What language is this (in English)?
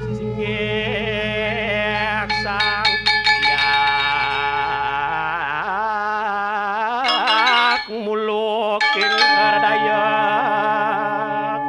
Balinese